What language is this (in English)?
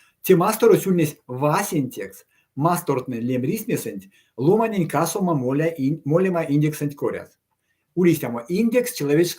Erzya